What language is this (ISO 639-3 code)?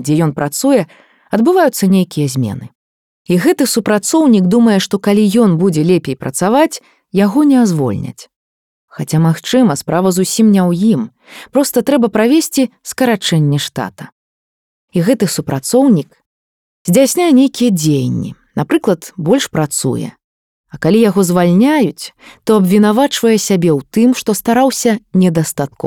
bel